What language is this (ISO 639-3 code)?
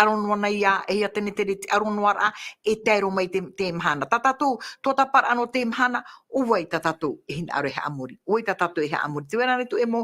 tah